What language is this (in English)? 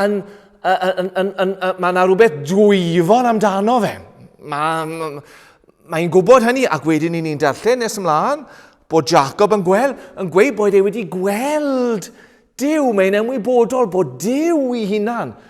Welsh